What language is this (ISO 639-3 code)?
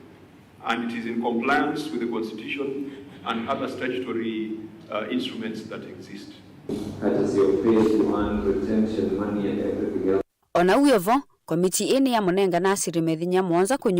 kam